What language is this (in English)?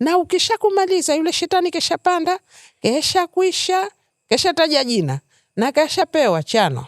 Swahili